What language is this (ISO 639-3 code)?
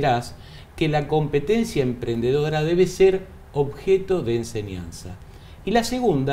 spa